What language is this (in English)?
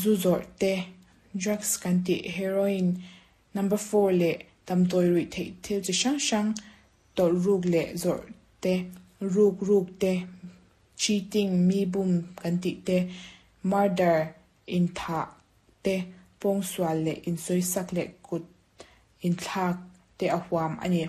Mizo